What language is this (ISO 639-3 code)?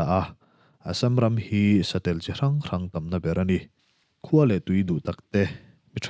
lus